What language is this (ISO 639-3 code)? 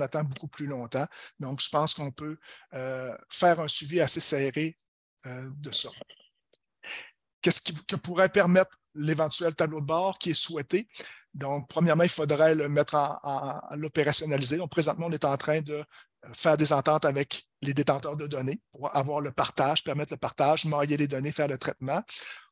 fra